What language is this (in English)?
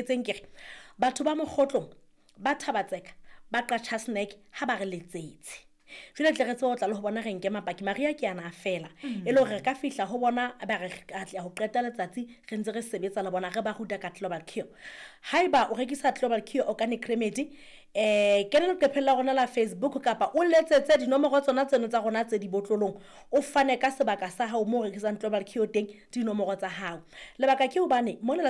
Southern Sotho